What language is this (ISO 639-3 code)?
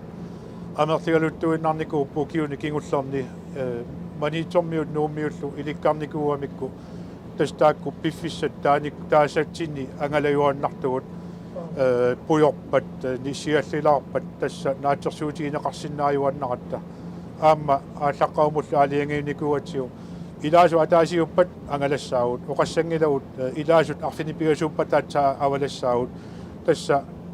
kal